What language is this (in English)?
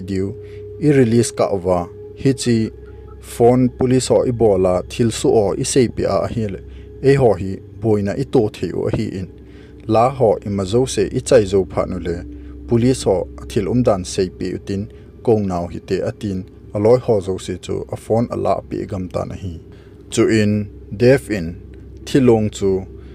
Thado Chin